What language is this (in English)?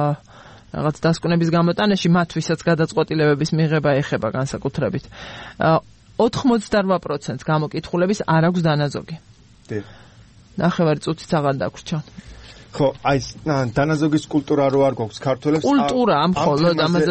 Georgian